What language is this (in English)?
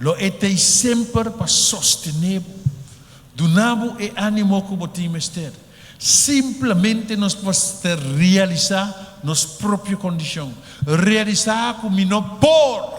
Papiamento